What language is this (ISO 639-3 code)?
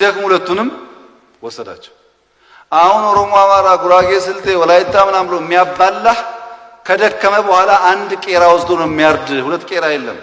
amh